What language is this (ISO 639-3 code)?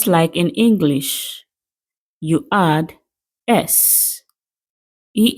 ibo